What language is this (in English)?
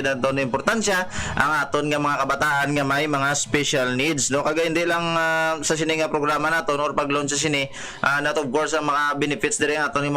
Hiligaynon